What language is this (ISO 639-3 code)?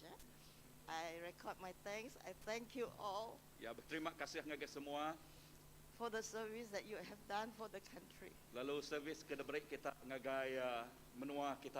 iba